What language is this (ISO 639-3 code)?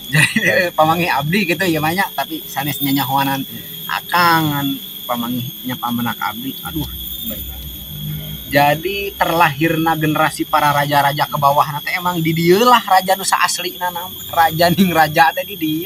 sun